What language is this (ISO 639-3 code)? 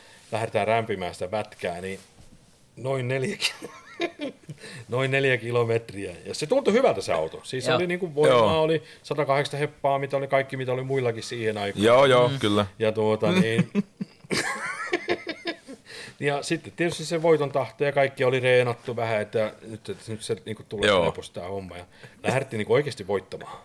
fin